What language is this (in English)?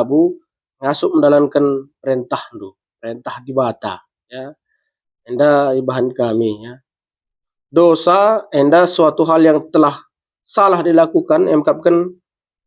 Batak Karo